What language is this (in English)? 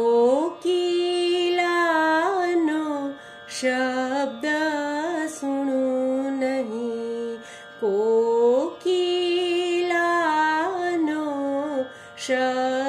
Gujarati